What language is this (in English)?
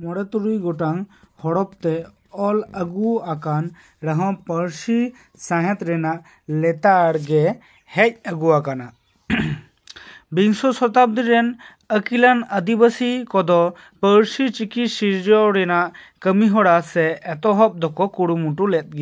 Santali